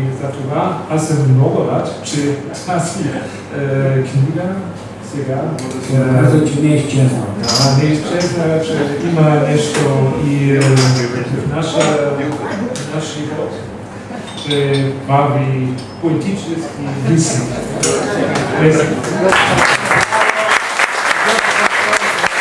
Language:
Bulgarian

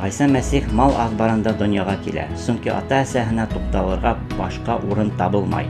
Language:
Bashkir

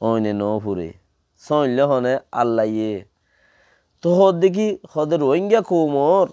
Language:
Rohingya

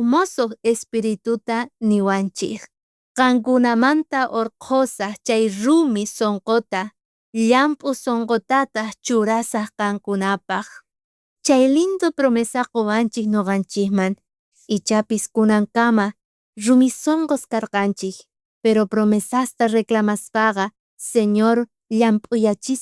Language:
South Bolivian Quechua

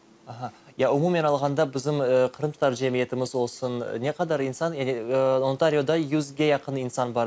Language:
Crimean Tatar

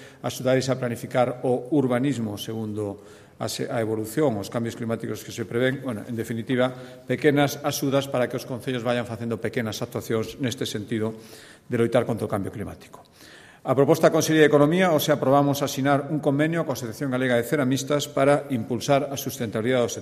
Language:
Galician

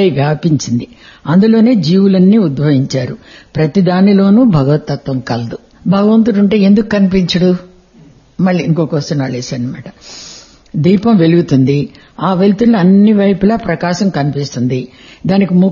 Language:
Telugu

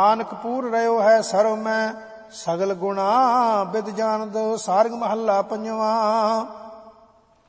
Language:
Punjabi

